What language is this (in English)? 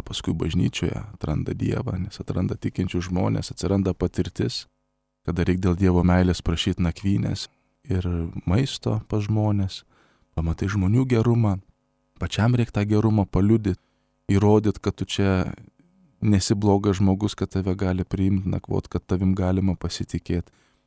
Lithuanian